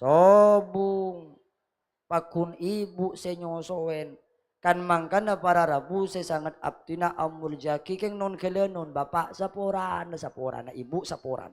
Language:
Madurese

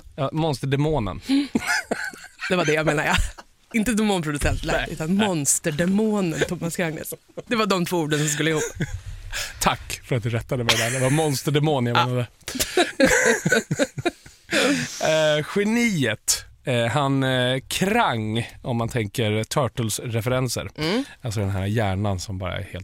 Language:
Swedish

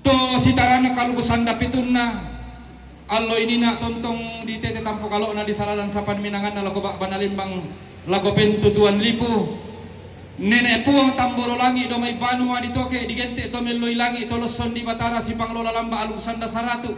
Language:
Toraja-Sa'dan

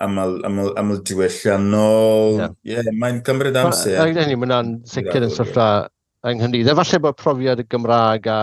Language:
Welsh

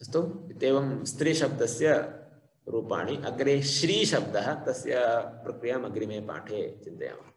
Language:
Sanskrit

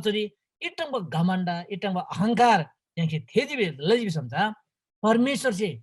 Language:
Eastern Tamang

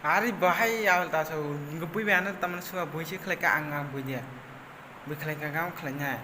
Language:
Kok Borok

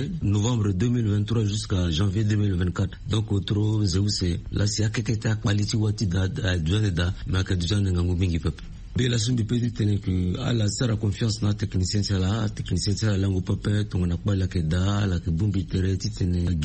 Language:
Sango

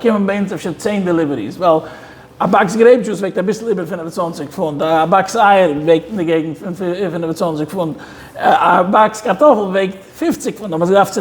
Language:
Yiddish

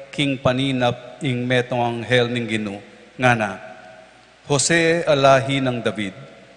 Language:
Pampanga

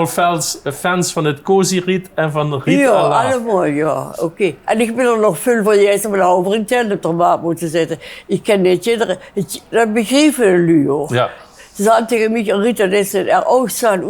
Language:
Limburgish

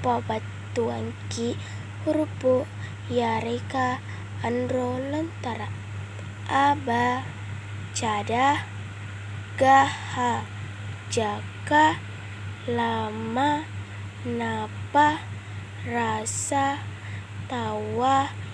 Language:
Makasar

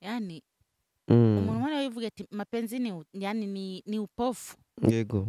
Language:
Rundi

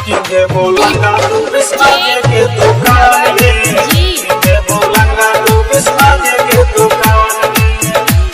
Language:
Maithili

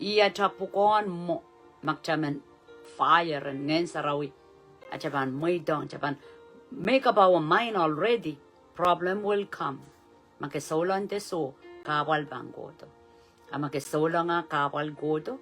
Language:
Pohnpeian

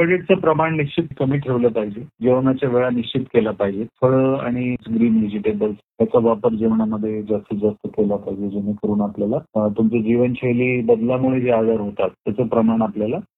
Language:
Marathi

